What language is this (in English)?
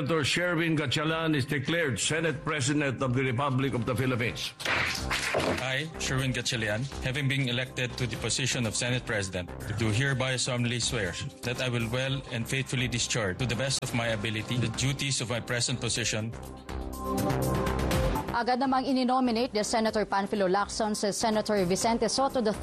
Filipino